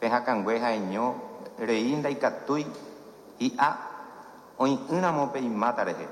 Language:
Guarani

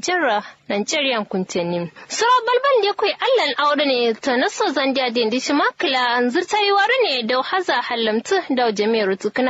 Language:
Kanuri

